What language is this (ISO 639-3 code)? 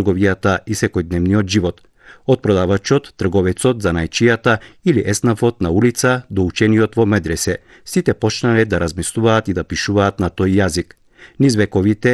mkd